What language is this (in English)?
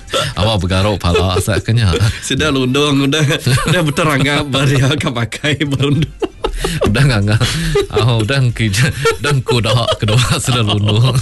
Iban